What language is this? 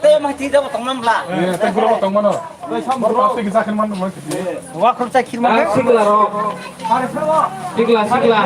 Kok Borok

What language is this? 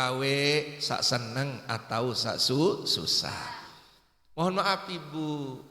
Sasak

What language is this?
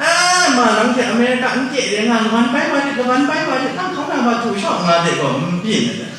Kachin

